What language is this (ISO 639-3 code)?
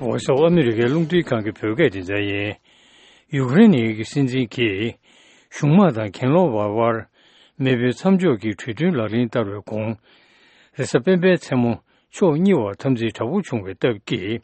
bod